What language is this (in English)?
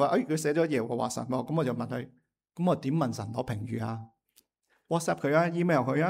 Cantonese